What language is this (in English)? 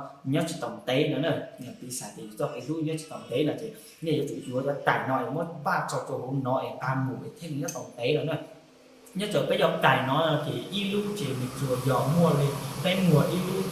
Hmong